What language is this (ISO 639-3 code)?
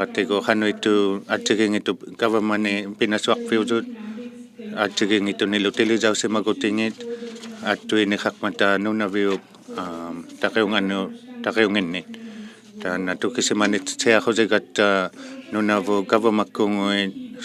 iku